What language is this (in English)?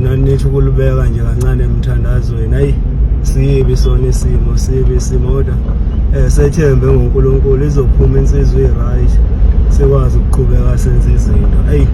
Zulu